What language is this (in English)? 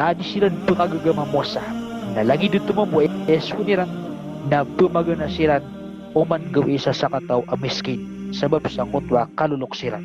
Maranao